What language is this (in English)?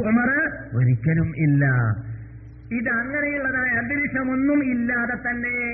Malayalam